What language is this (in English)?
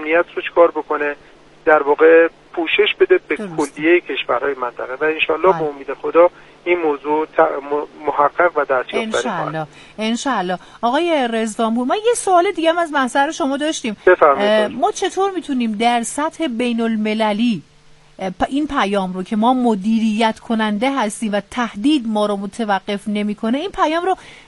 Persian